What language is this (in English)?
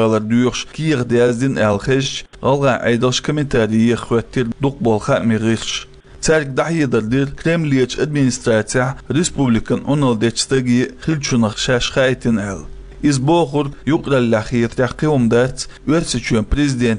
Chechen